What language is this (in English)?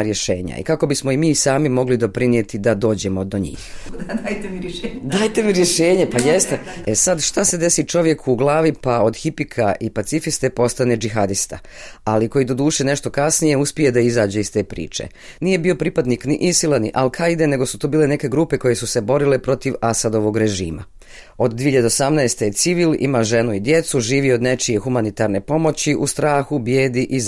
Bosnian